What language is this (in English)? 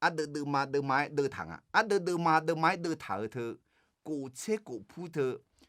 Akha